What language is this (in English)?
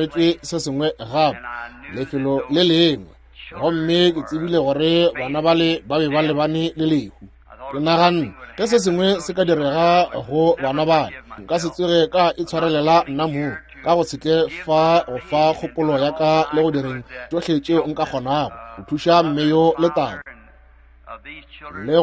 Northern Sotho